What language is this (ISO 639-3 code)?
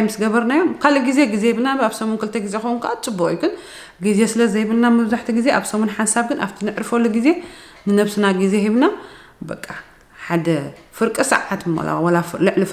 tir